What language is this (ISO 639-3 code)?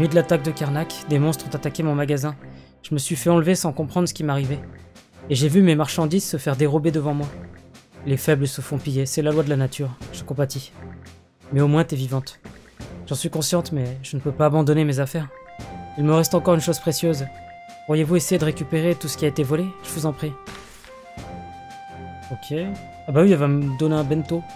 fra